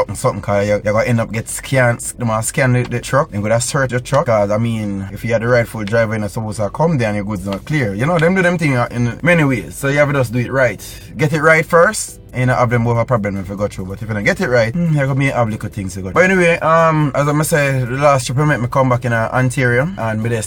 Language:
Jamaican Creole English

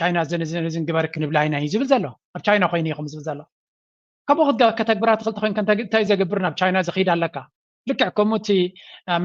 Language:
Tigrinya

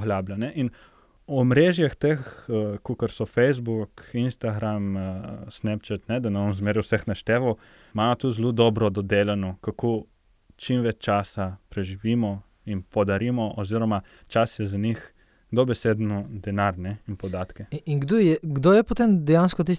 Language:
Slovenian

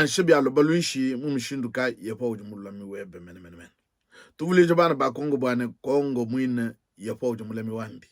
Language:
Luba-Lulua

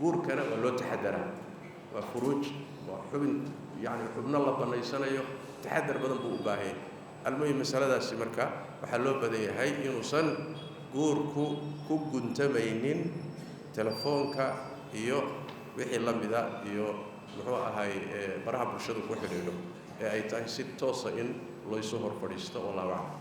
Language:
Somali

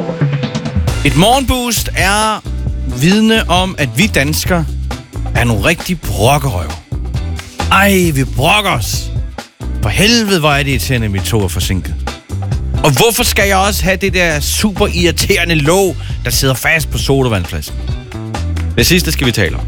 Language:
Danish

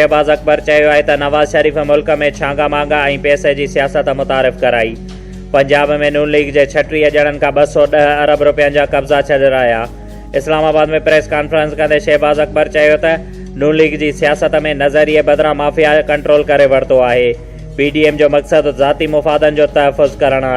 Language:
Sindhi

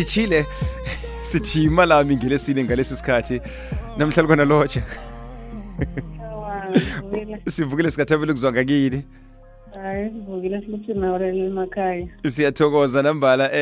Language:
South Ndebele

